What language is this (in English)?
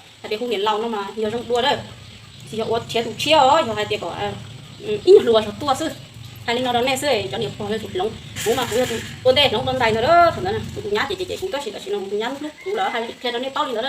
Hmong